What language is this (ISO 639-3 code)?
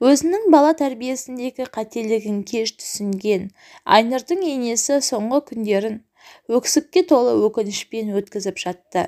kaz